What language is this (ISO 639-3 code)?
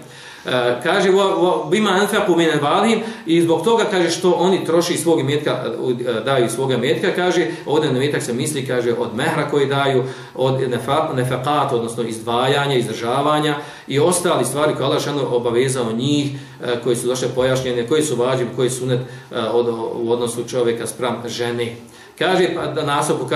bos